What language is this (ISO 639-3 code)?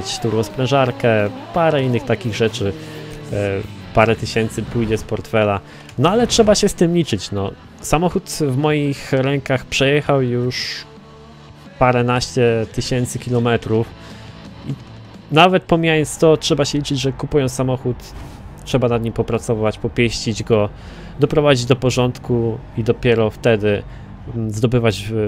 pol